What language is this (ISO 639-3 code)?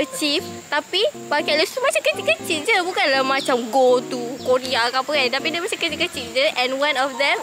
msa